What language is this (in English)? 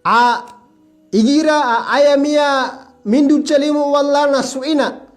Maranao